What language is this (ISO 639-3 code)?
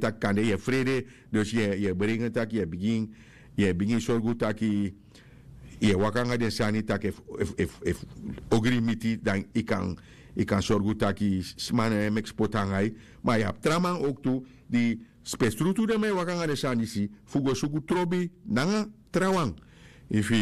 srn